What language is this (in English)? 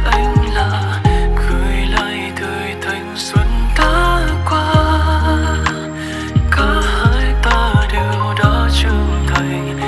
Vietnamese